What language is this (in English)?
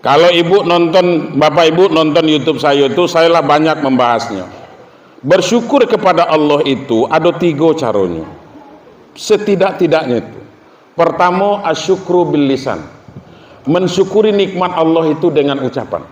Minangkabau